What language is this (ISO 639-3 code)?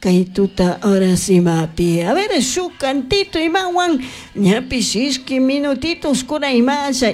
qug